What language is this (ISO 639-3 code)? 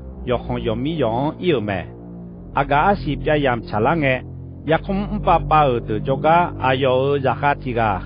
ahk